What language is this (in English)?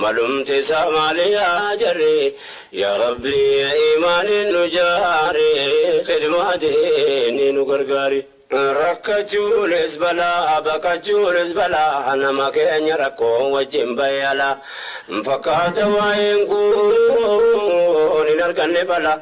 Oromo